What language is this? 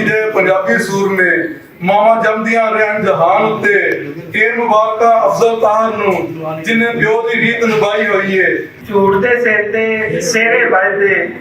Western Panjabi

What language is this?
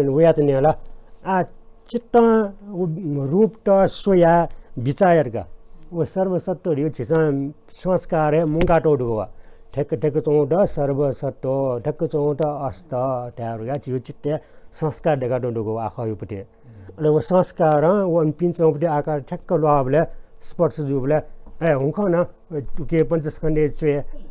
Newari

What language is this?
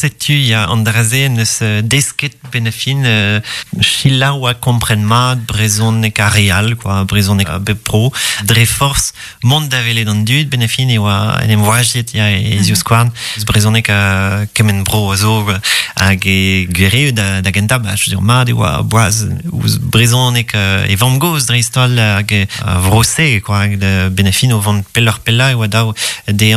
Breton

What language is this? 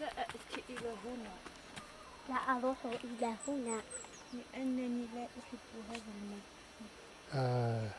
Kabyle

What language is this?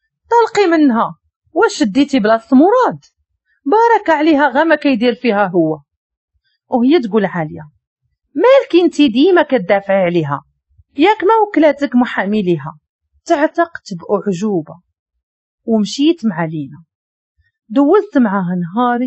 Moroccan Arabic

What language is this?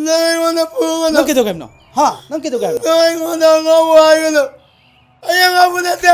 Manipuri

